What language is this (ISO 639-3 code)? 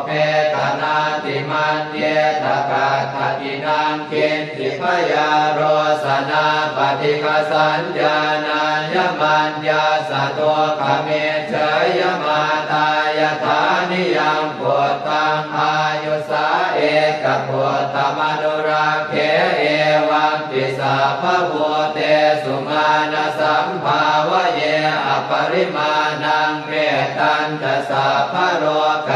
pli